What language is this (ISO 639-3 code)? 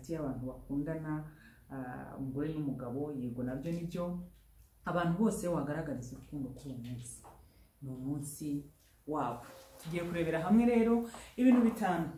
kin